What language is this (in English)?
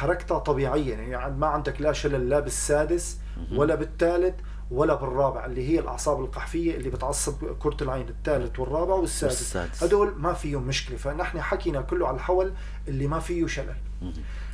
North Levantine Arabic